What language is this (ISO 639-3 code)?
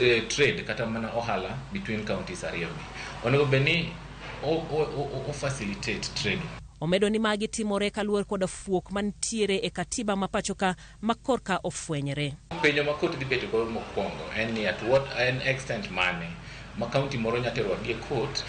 luo